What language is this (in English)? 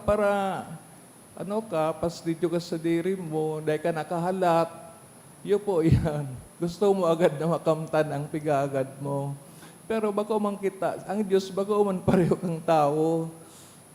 Bikol